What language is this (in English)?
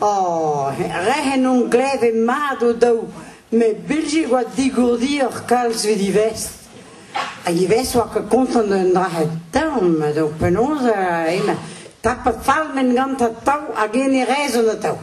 Breton